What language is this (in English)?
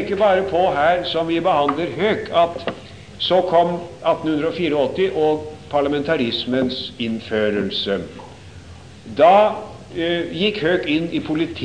Norwegian